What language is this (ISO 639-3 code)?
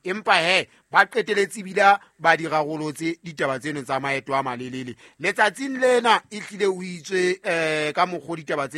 sot